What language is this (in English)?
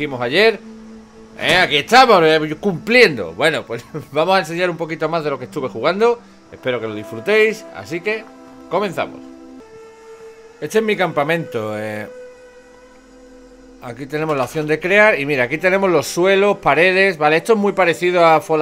Spanish